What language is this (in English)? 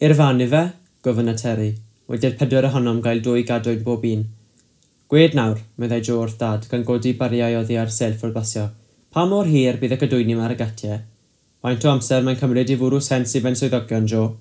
Welsh